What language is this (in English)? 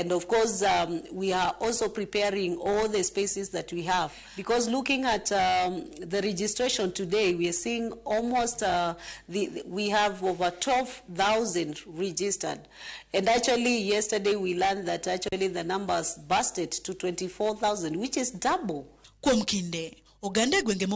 Luo (Kenya and Tanzania)